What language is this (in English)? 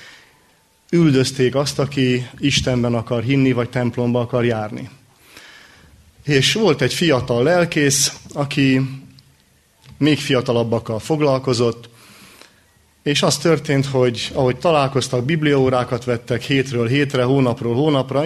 Hungarian